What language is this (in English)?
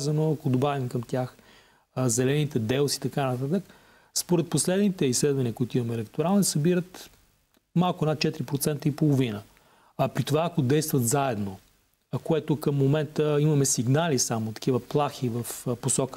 Bulgarian